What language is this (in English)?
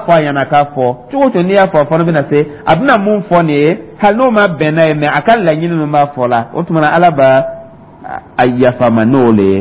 Dyula